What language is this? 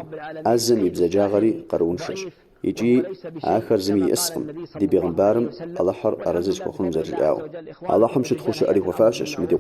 Kabardian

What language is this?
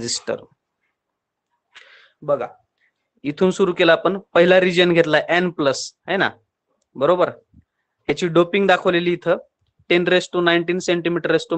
Marathi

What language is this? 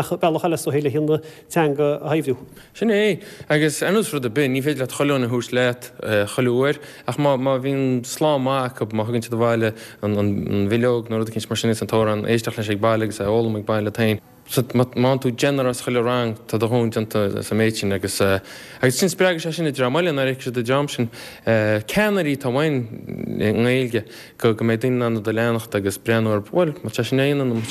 Irish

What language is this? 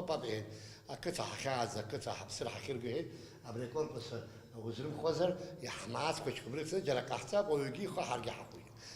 Abkhazian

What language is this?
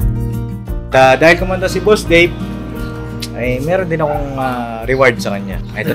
Filipino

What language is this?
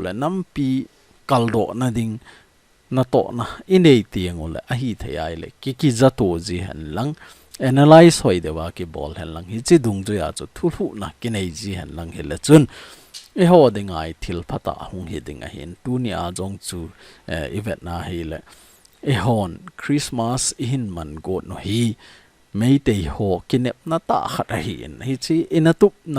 Thado Chin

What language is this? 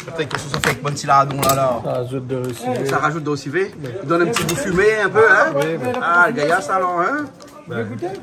Réunion Creole French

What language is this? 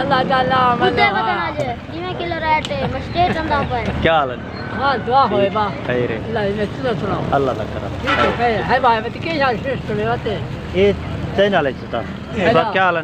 Saraiki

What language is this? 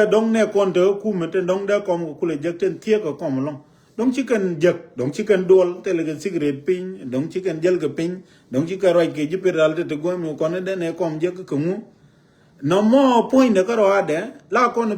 Nuer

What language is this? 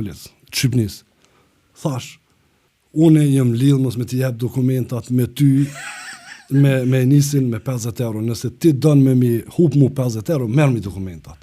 Albanian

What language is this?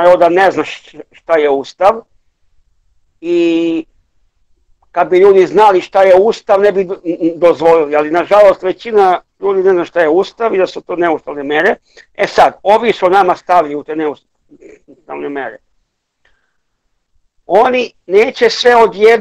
Serbian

